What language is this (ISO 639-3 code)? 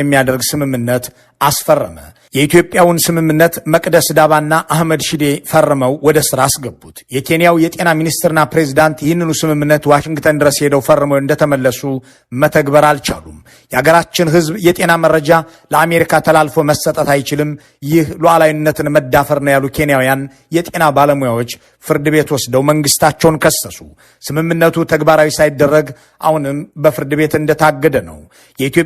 amh